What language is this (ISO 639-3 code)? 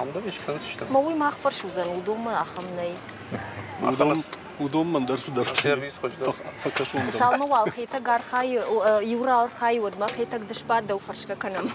oss